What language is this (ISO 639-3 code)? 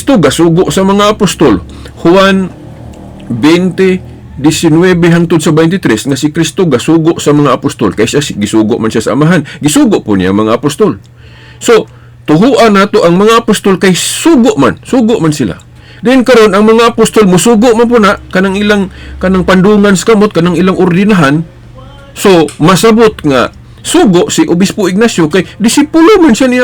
ceb